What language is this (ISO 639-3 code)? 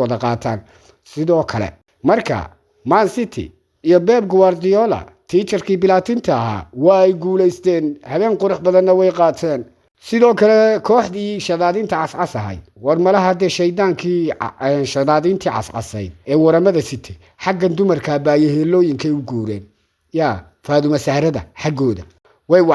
som